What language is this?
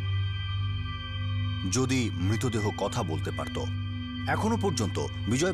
Bangla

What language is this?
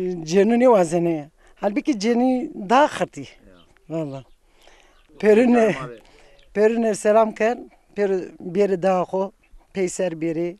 Zaza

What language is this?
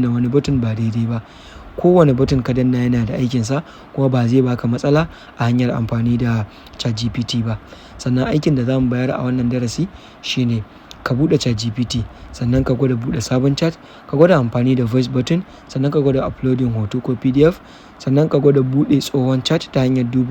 Hausa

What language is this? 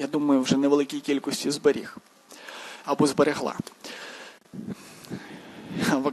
Ukrainian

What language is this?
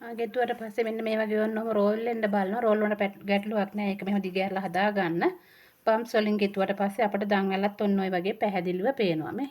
Sinhala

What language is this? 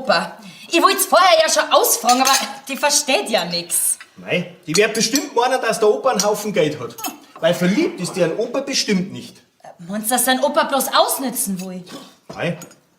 Bavarian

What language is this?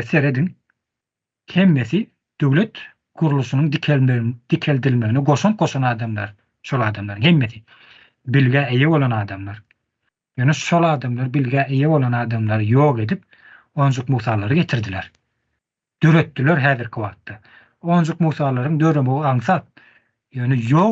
Turkmen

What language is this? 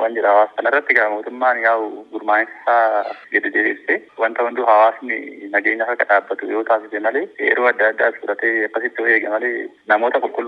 Oromo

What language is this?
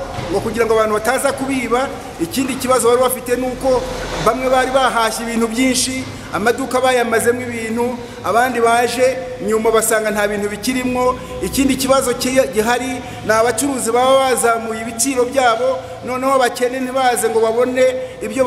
Kinyarwanda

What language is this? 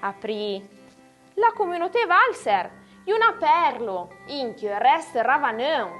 Arpitan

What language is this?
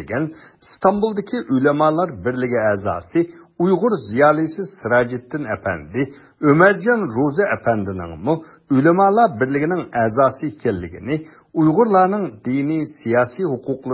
Uyghur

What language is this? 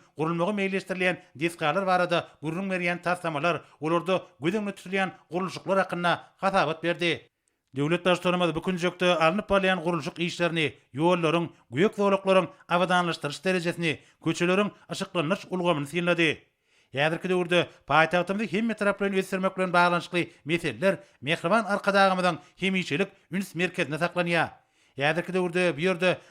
Turkmen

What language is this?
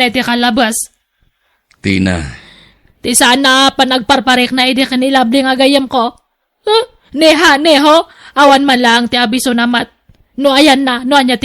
Iloko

